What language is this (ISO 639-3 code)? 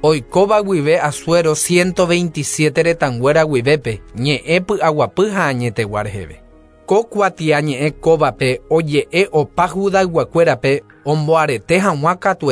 grn